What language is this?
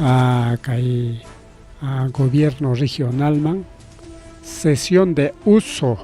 Ayacucho Quechua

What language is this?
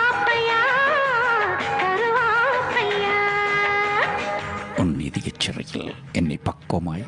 Tamil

